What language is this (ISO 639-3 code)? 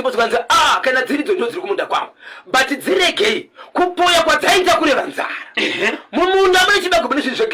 sna